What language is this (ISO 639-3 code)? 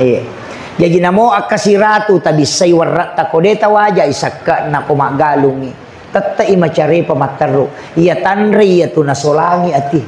bug